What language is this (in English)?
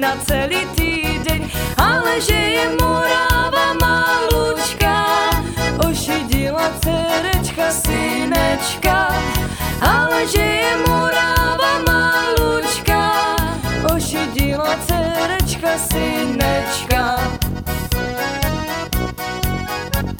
Czech